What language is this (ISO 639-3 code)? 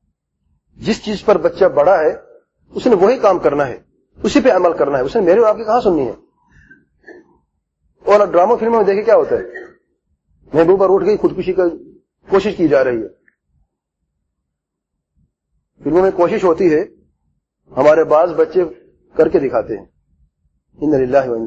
urd